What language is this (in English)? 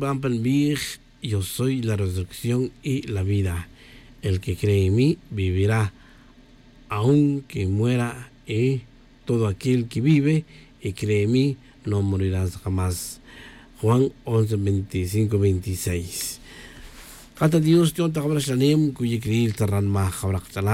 Tz'utujil